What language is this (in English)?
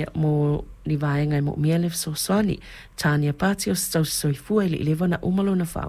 Samoan